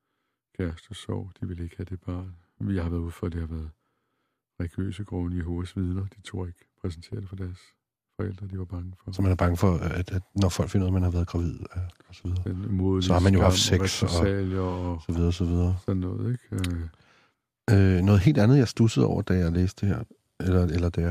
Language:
Danish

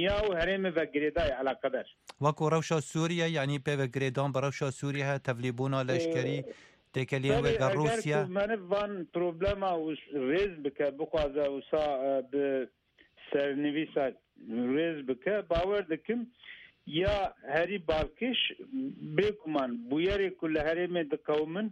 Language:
Kurdish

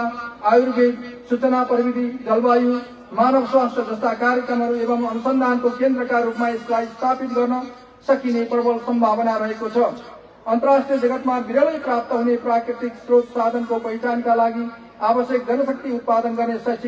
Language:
Nepali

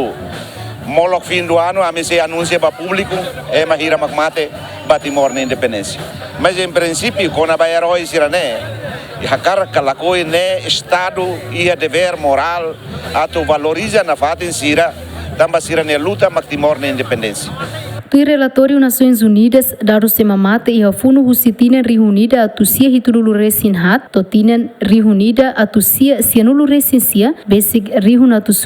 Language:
Tetum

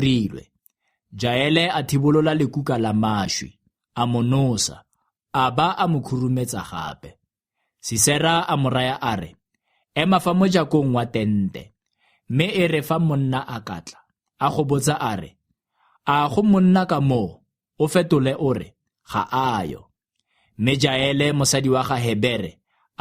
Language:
Tswana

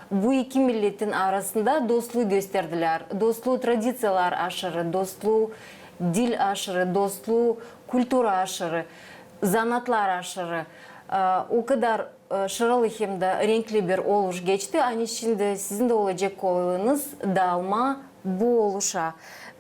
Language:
Gagauz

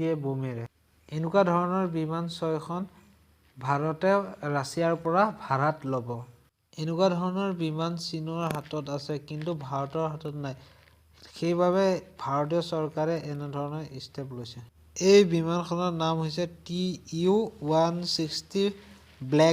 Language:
Assamese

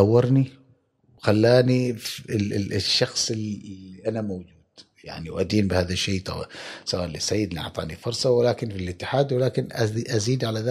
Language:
Gulf Arabic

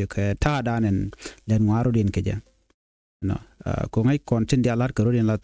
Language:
Nuer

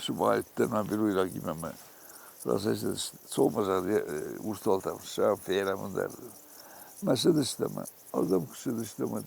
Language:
Ossetic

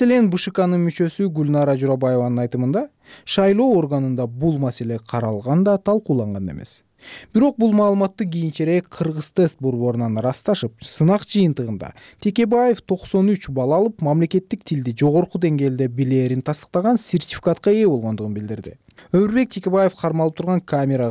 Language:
Kyrgyz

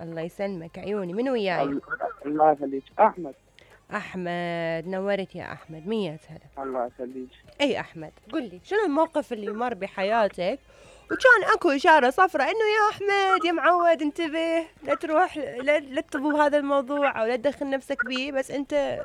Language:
Mesopotamian Arabic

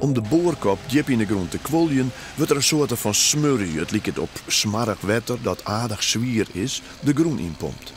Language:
Western Frisian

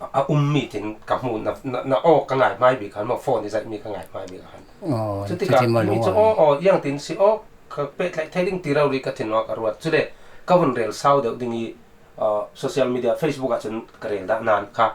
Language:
Falam Chin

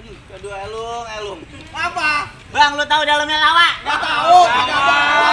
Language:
Betawi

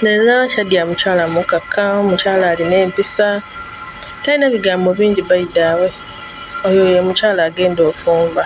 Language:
Ganda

